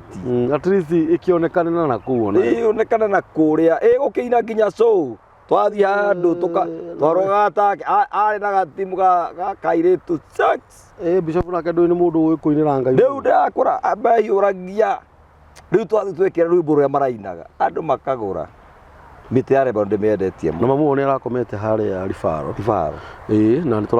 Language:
Kikuyu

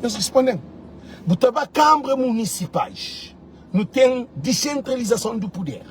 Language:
Kabuverdianu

